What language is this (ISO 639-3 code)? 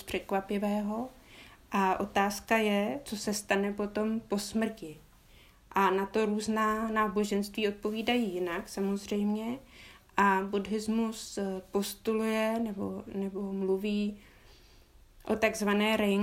ces